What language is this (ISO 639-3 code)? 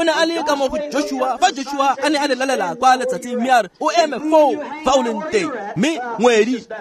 tsn